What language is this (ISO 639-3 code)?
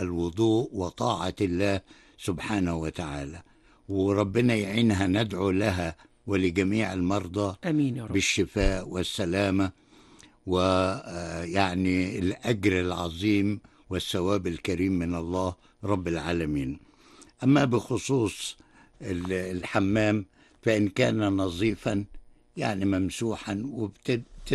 ara